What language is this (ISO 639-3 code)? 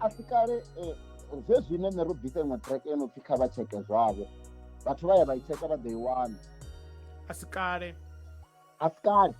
ven